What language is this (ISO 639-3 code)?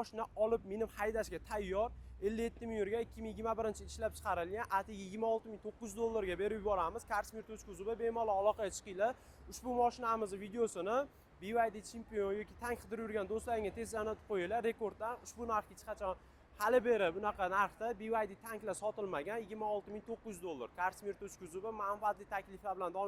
uzb